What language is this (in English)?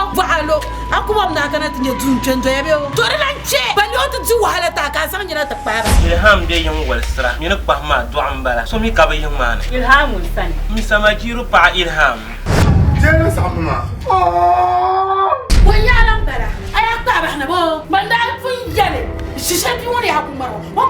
Dagbani